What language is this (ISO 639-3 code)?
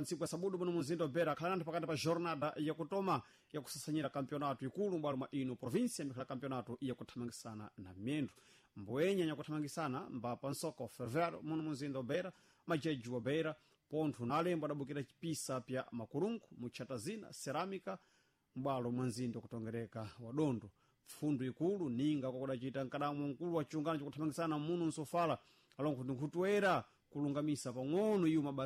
seh